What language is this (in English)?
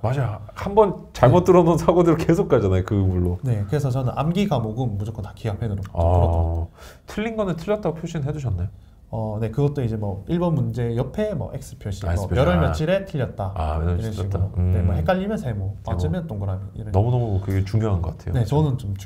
Korean